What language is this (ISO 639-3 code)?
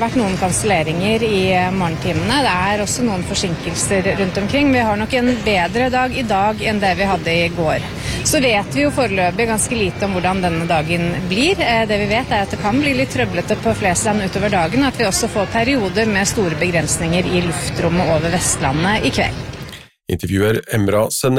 nor